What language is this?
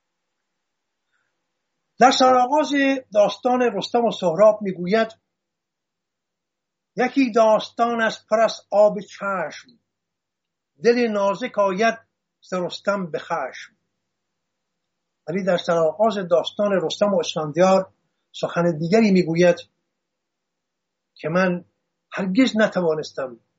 Persian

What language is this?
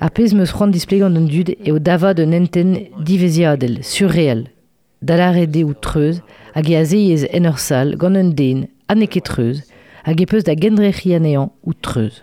Breton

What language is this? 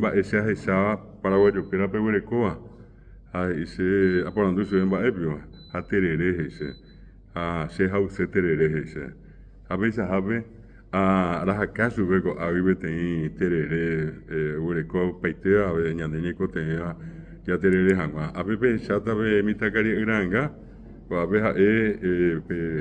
Guarani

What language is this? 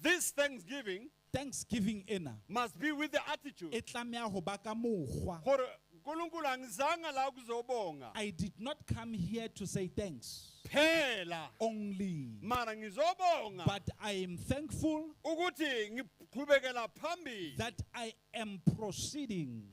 Southern Sotho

